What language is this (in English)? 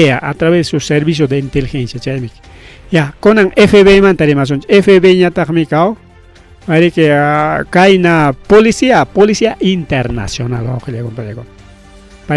Ayacucho Quechua